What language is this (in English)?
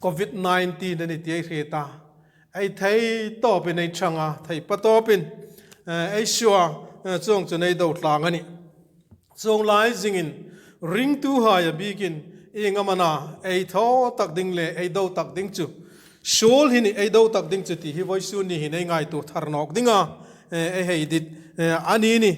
Hmar